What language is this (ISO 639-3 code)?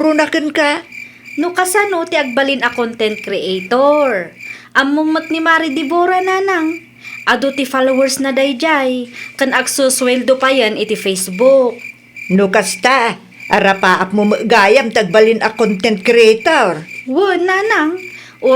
ilo